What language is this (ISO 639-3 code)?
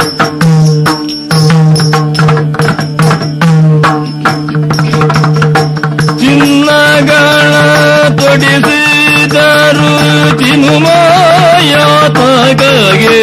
kan